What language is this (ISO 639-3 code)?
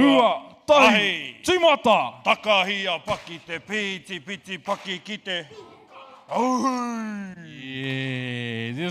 mri